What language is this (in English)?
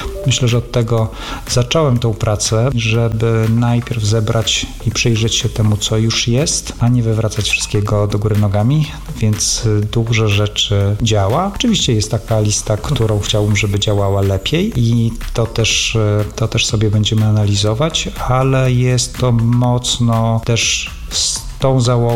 Polish